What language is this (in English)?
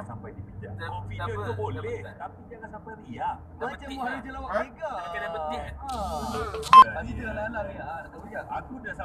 Malay